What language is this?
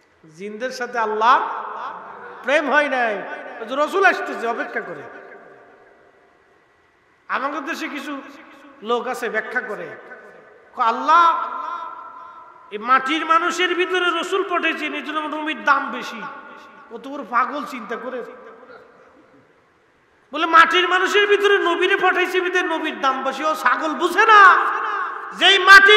Bangla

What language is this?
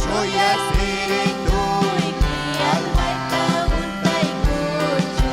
Ayacucho Quechua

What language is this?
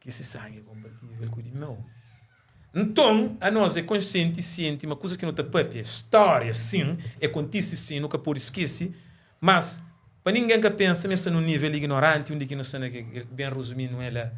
Kabuverdianu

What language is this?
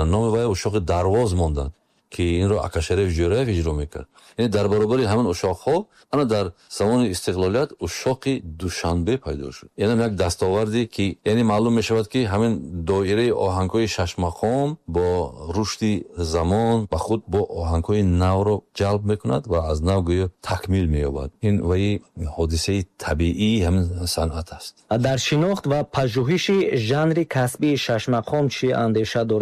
Tajik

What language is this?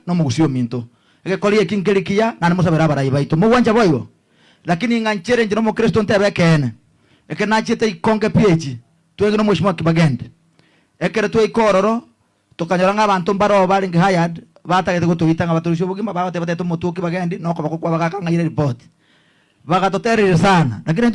Gusii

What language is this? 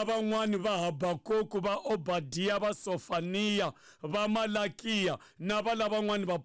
Tsonga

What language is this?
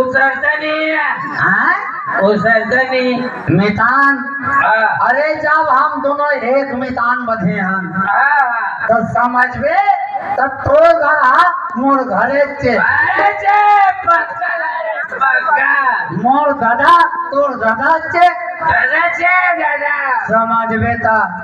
Chhattisgarhi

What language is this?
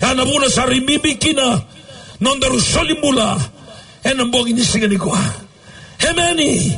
Fijian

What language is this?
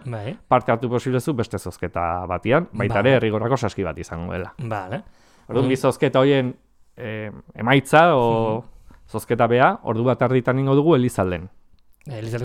Basque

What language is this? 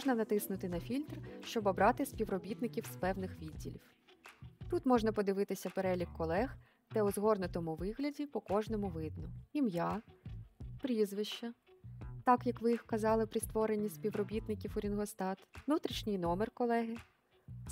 Ukrainian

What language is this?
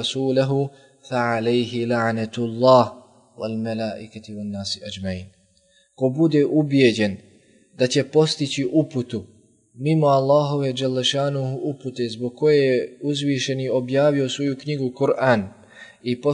Bosnian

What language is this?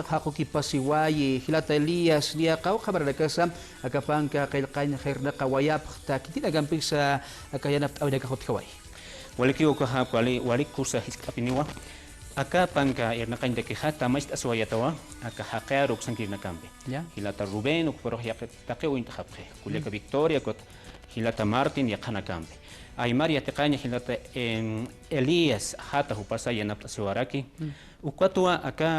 Aymara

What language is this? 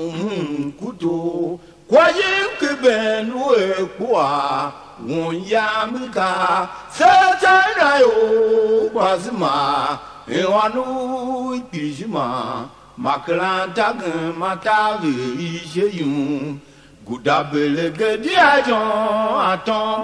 Tiv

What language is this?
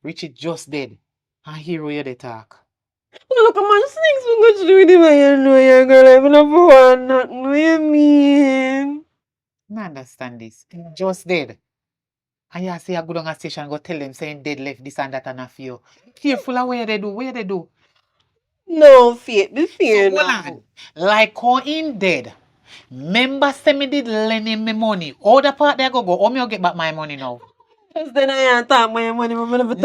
Jamaican Creole English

